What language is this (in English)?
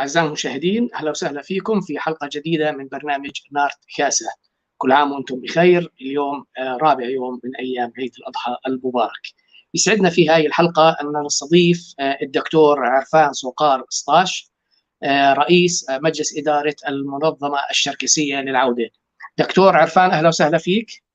North Levantine Arabic